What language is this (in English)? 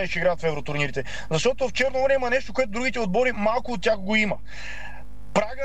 Bulgarian